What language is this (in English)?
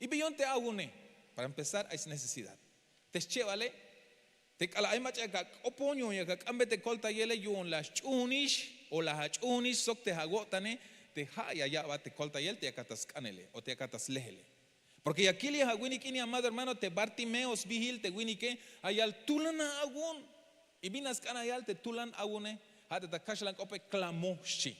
Tzeltal